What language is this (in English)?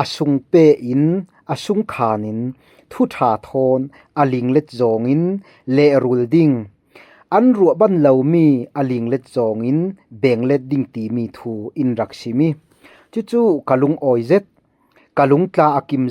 Falam Chin